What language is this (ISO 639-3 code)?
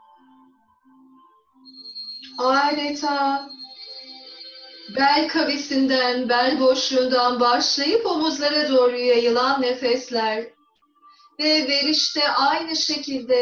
tur